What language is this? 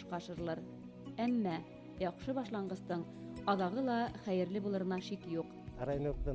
Bashkir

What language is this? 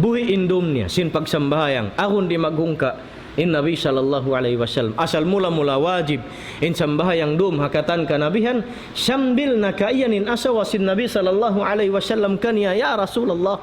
Tausug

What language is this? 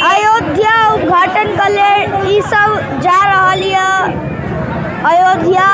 Maithili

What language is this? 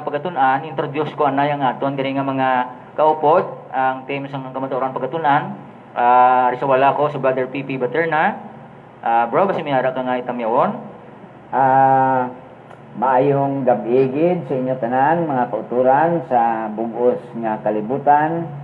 Hiligaynon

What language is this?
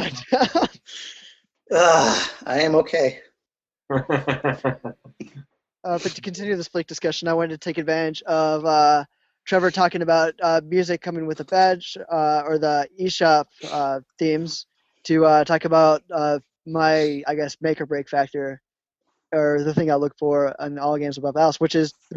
English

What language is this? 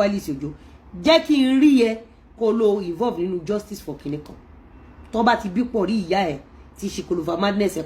Yoruba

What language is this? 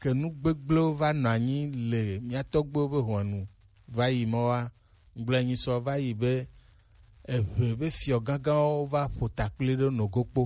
Gen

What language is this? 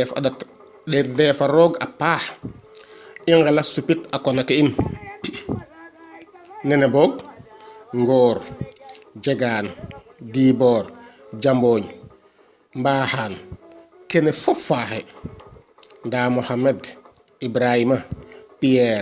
Serer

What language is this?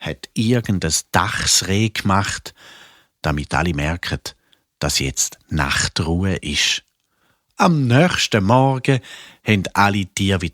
Swiss German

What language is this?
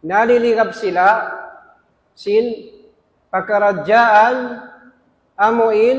Tausug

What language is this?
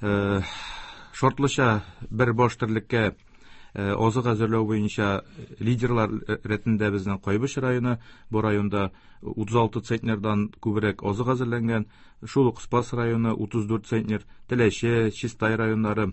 Tatar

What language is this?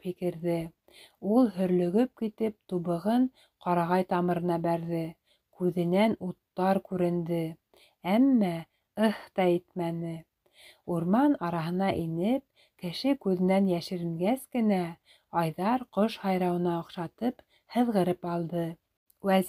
Bashkir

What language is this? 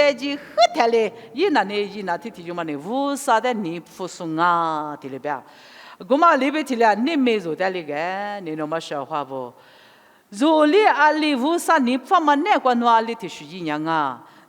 Lisu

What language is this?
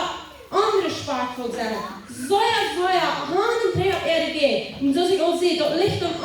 Plautdietsch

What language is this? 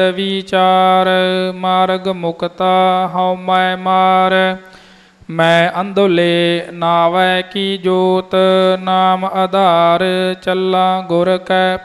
Punjabi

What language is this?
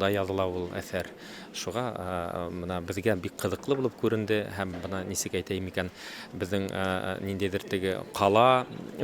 Bashkir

